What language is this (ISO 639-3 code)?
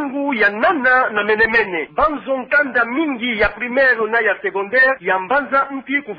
ktu